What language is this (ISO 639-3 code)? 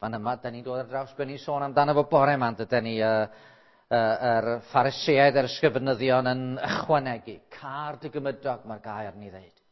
cym